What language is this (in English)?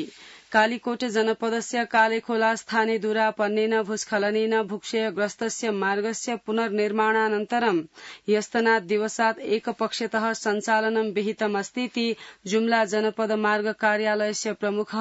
Sanskrit